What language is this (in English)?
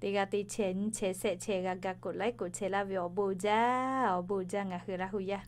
Lahu